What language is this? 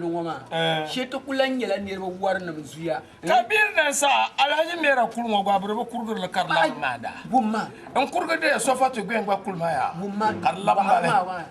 Dagbani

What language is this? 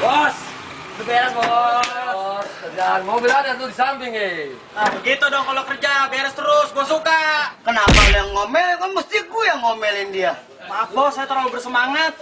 Betawi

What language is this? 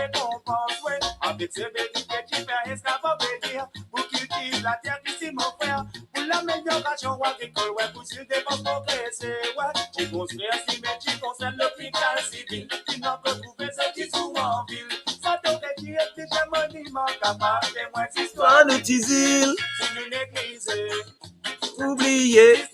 Morisyen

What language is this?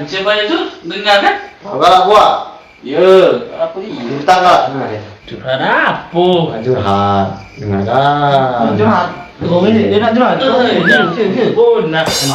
Musi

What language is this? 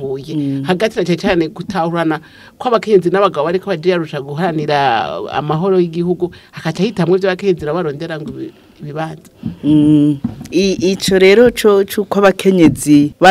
Rundi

